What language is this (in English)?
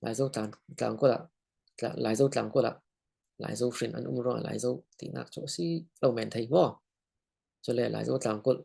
Falam Chin